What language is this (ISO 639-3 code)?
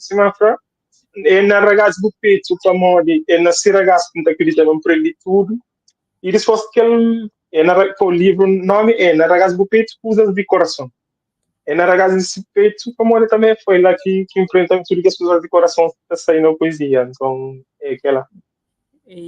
kea